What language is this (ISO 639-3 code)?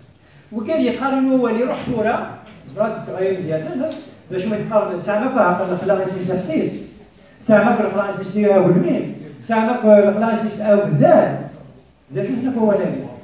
kab